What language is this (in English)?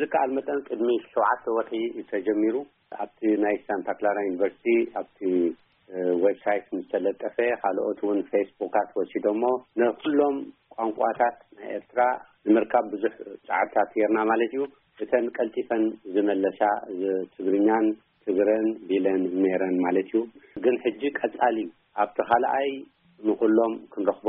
Tigrinya